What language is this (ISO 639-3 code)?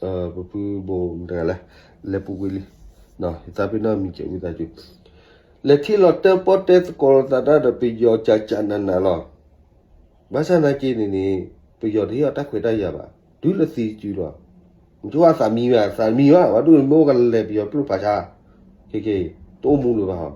ksw